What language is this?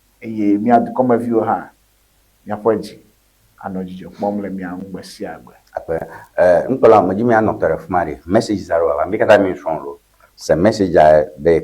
Ewe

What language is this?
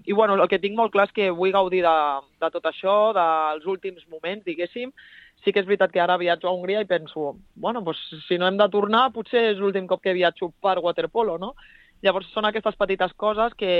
Catalan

